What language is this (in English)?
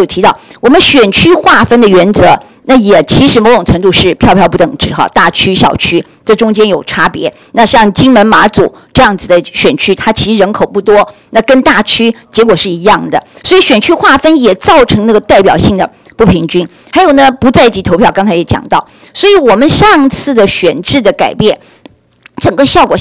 Chinese